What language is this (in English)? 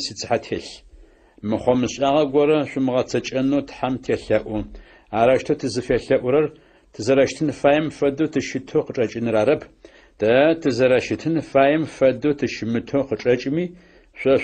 Adyghe